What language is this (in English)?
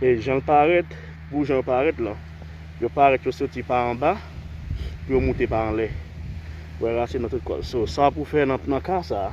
Haitian Creole